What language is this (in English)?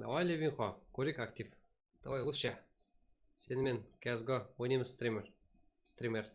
Kara-Kalpak